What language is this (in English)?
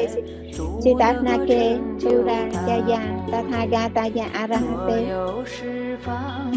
Vietnamese